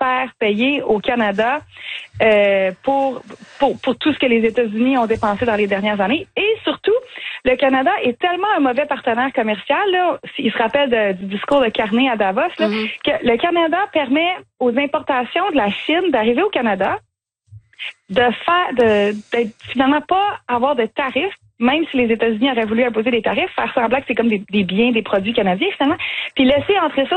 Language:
French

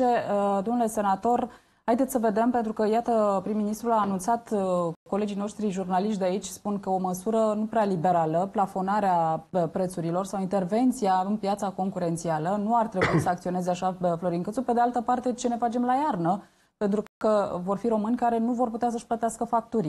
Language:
Romanian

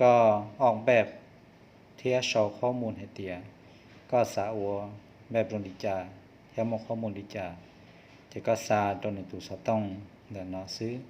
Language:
Hmong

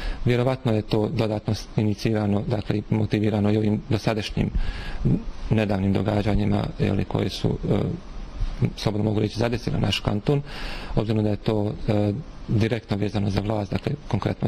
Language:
Bosnian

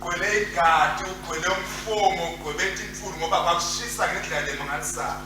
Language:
Swati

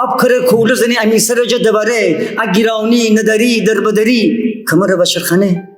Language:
Gilaki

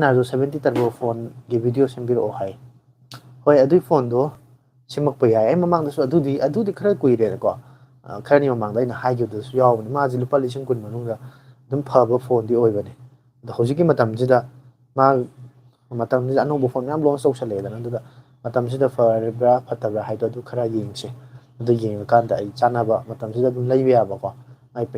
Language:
Manipuri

